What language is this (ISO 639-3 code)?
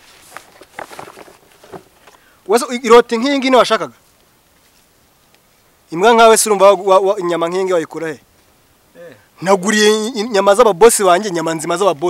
kin